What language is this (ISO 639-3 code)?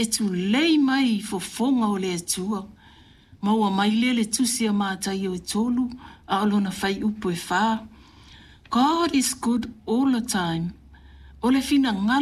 smo